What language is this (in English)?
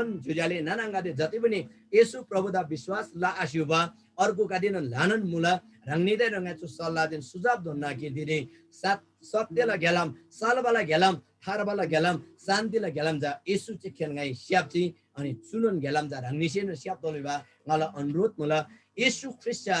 Eastern Tamang